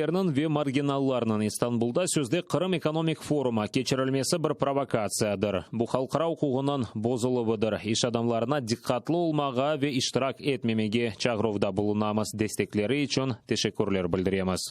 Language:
Crimean Tatar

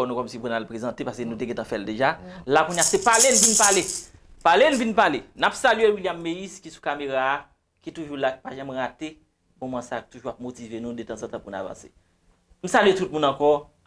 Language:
Haitian Creole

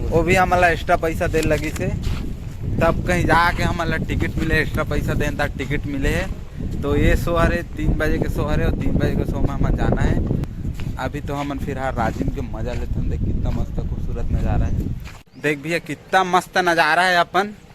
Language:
Chhattisgarhi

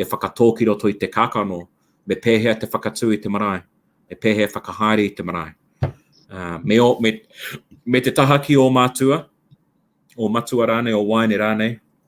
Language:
Māori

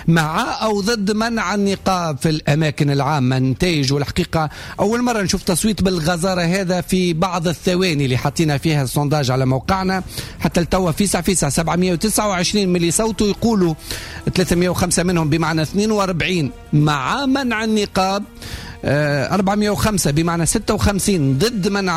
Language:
Tunisian Arabic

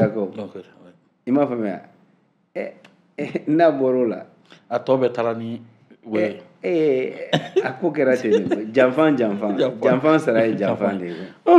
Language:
Bambara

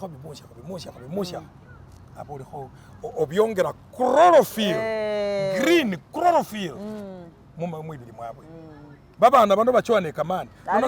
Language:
Masaaba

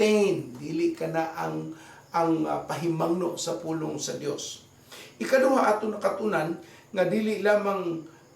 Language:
Cebuano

